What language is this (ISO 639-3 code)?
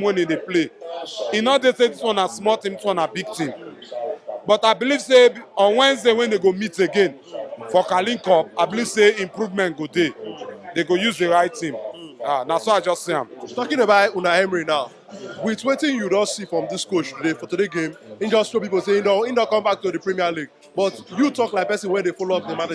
pcm